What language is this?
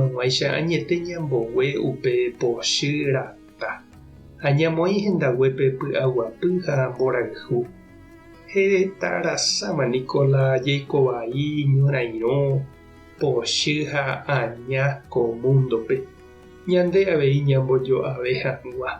Guarani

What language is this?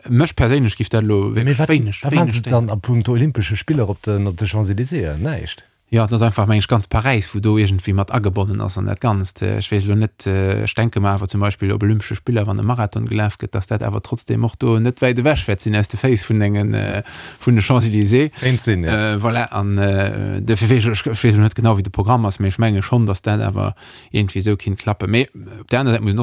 Luxembourgish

